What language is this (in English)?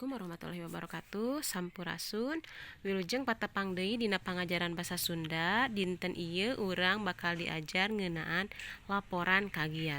Sundanese